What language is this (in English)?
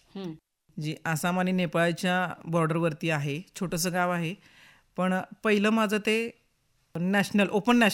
Marathi